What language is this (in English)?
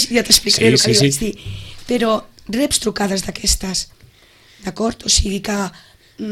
Catalan